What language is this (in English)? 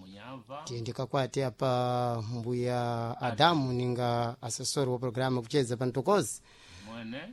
Sena